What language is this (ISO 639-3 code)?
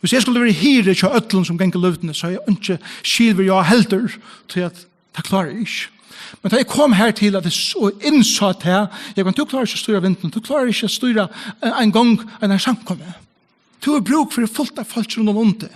fao